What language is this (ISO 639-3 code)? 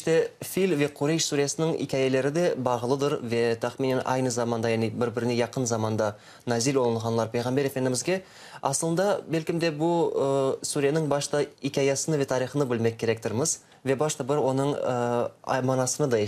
crh